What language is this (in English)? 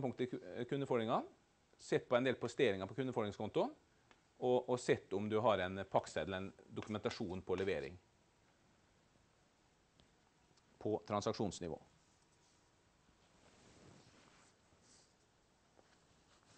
Norwegian